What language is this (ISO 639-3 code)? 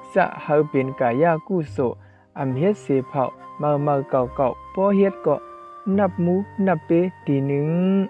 shn